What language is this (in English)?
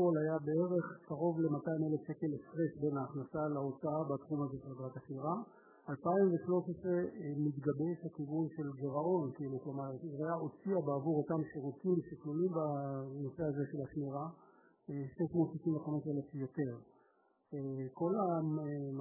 Hebrew